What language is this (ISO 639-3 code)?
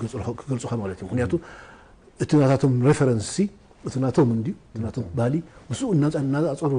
tir